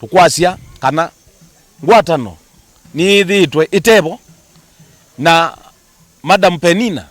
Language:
Kamba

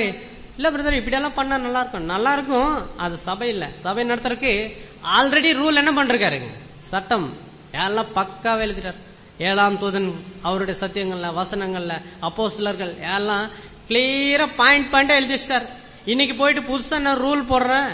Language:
Tamil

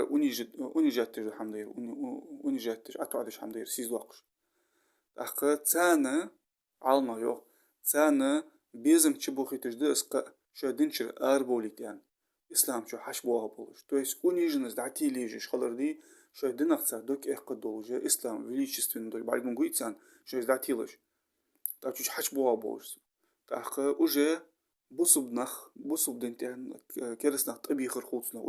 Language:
Ingush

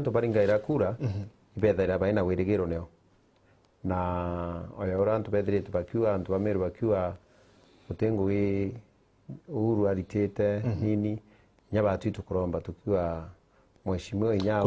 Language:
Meru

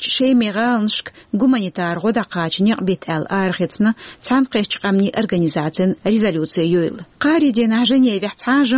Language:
Chechen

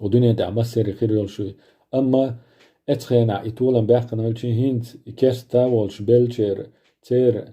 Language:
Chechen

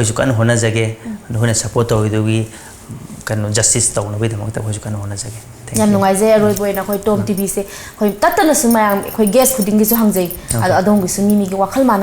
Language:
Manipuri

